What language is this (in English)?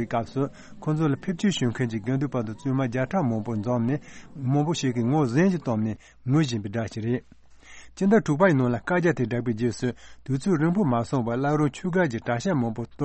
Tibetan